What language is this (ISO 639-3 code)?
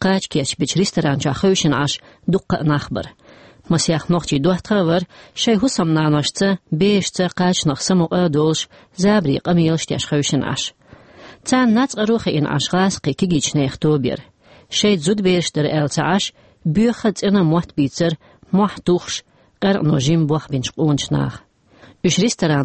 che